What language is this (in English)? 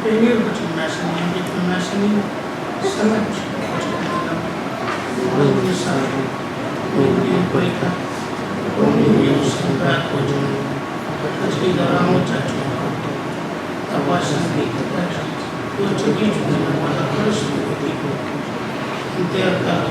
Pohnpeian